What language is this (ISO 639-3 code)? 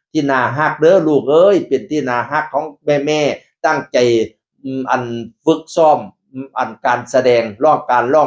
tts